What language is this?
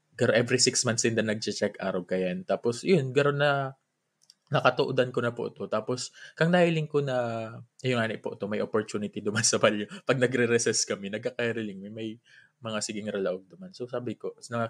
Bikol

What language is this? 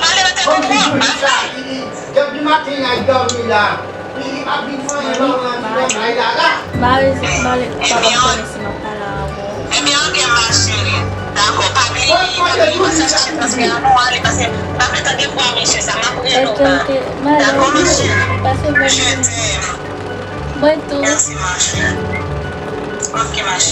Haitian Creole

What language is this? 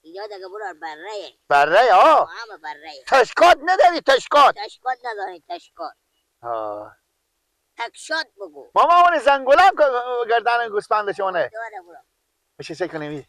Persian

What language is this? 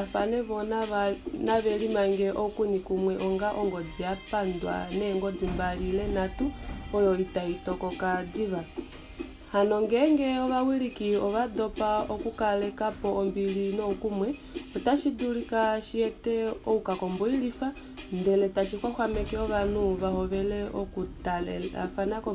Kuanyama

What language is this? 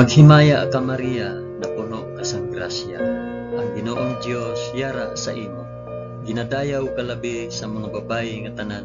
Hiligaynon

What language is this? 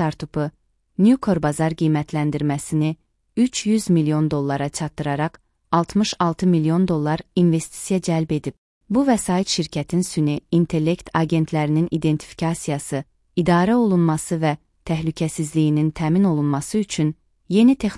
Azerbaijani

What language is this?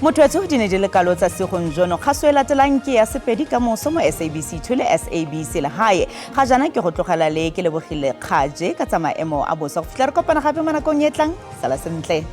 Tswana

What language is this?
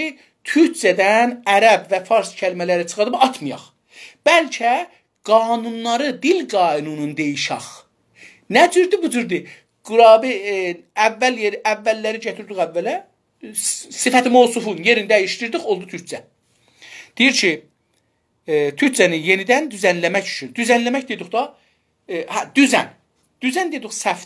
South Azerbaijani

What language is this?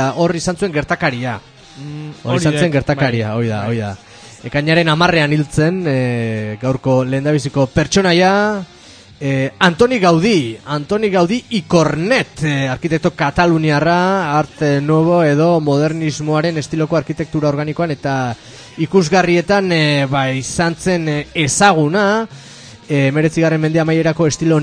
Basque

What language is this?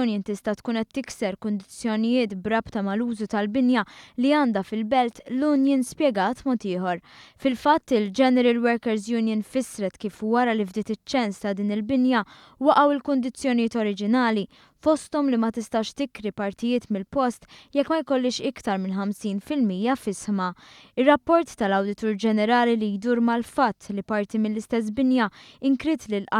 Maltese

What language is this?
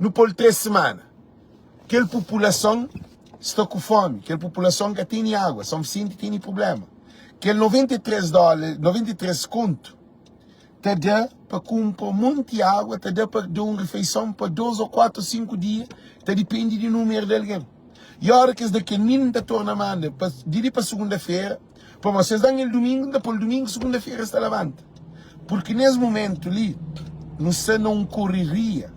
Kabuverdianu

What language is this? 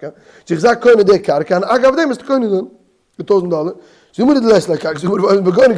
Yiddish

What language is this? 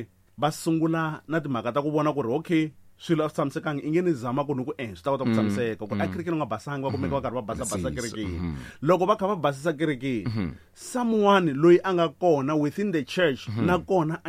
Tsonga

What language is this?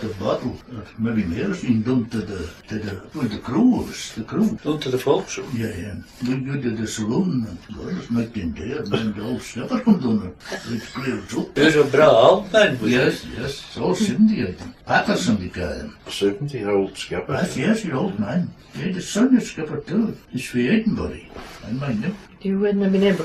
Scots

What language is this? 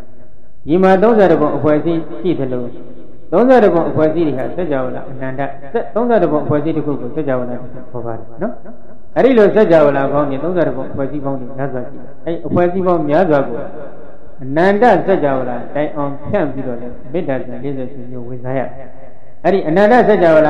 Burmese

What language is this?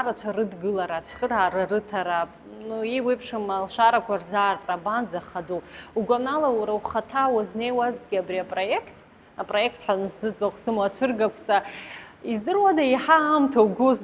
Abkhazian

